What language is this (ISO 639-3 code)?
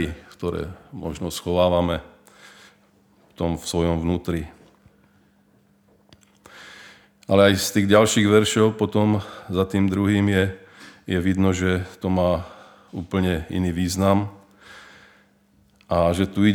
slk